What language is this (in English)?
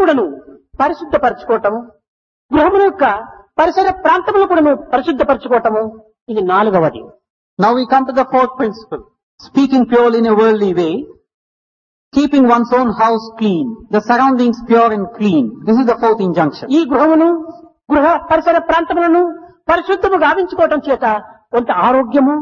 Telugu